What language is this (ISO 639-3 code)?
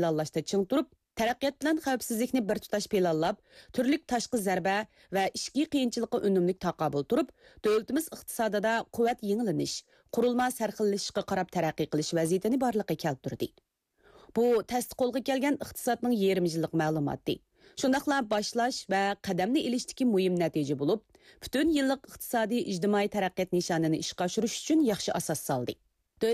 uig